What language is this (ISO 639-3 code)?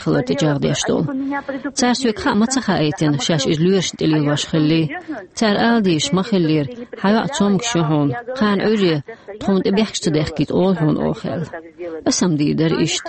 che